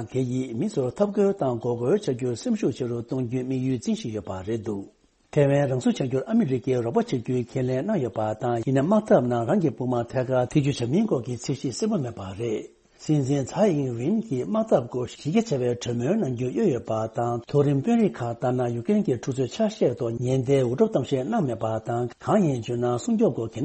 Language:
Tibetan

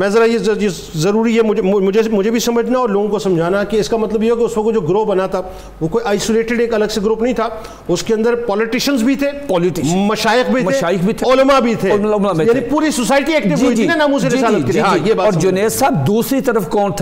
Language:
Urdu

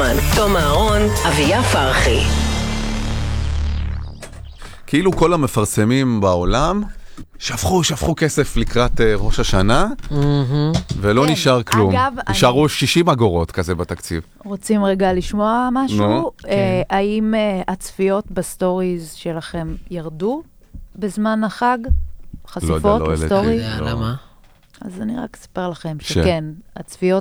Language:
Hebrew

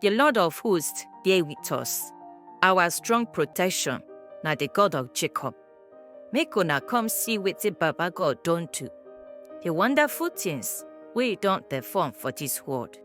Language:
Nigerian Pidgin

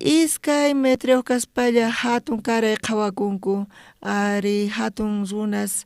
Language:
South Bolivian Quechua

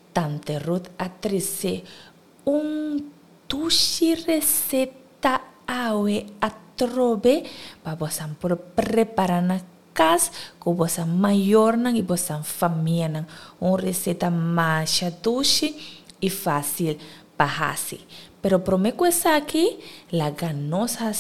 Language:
Papiamento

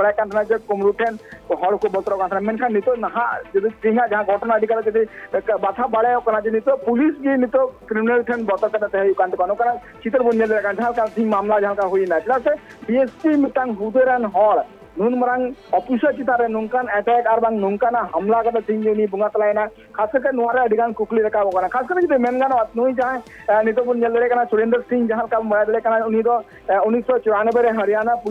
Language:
Santali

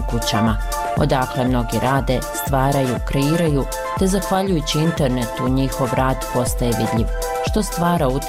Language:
Bosnian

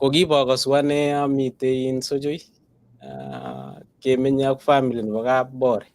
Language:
Kalenjin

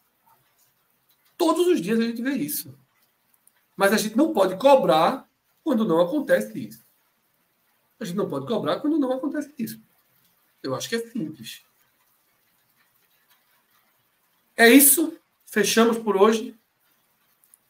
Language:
Portuguese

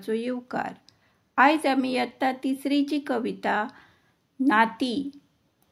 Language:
Konkani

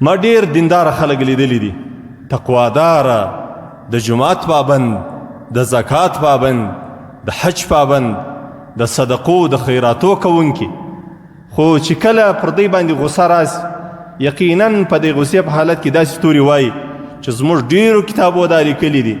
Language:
Pashto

